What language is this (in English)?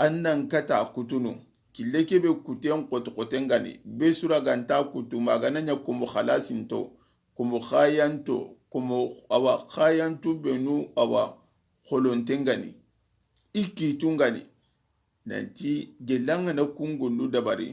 Soninke